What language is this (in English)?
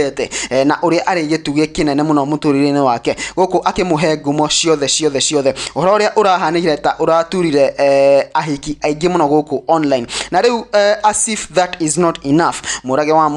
Kikuyu